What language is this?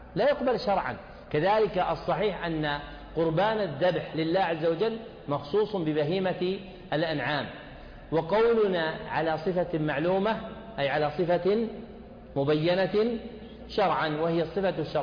Arabic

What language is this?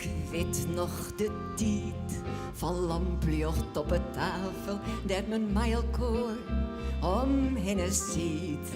Western Frisian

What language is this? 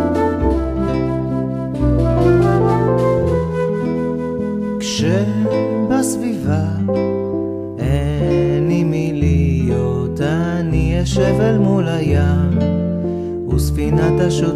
Hebrew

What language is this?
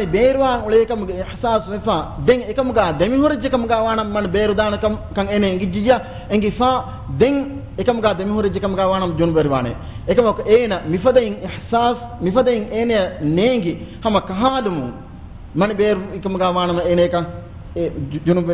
Divehi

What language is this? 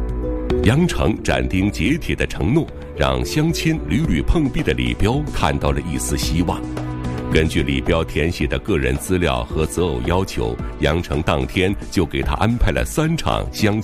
Chinese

